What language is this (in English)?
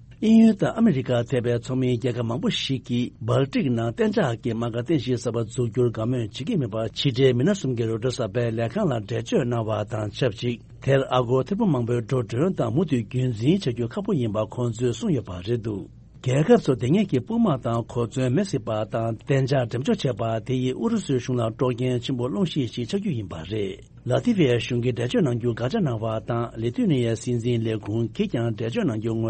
Tibetan